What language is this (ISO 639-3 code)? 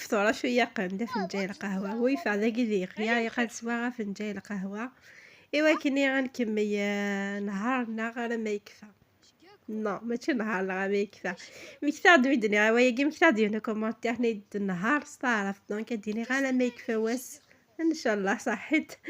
kab